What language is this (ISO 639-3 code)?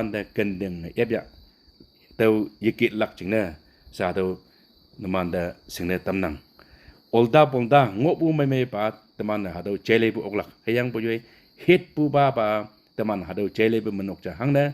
nbe